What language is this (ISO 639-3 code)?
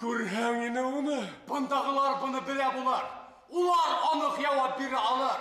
bak